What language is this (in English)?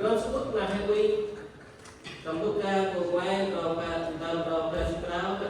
Central Mnong